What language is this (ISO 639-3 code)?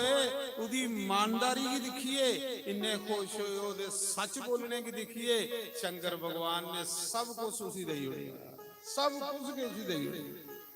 doi